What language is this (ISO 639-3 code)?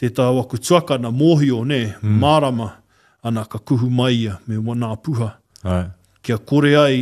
mri